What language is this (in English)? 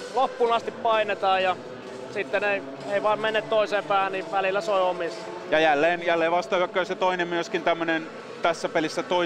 Finnish